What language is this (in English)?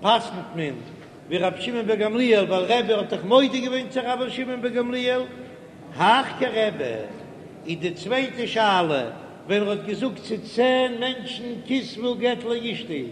Yiddish